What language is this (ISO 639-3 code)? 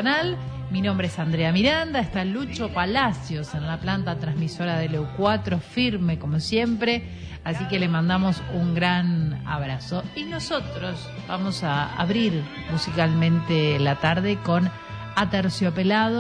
spa